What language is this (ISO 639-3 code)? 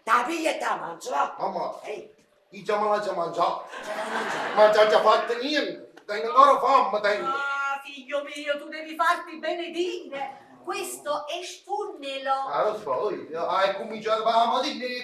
nap